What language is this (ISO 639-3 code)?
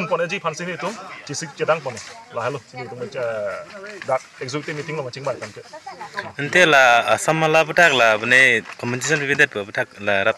mjw